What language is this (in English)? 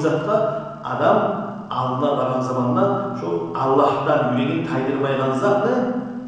Kumyk